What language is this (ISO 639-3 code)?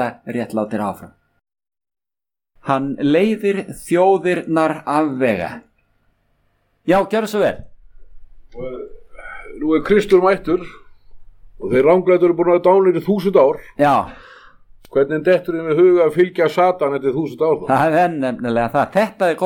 isl